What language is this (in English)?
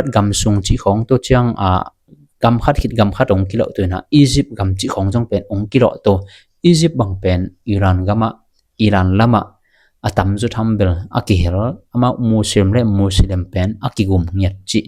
Tedim Chin